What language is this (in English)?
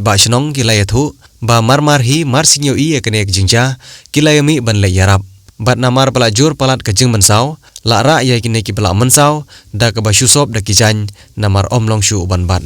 Khasi